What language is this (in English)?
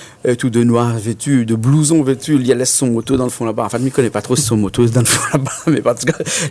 Réunion Creole French